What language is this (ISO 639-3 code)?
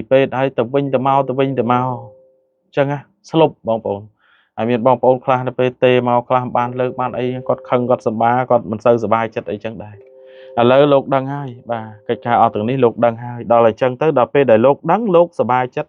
khm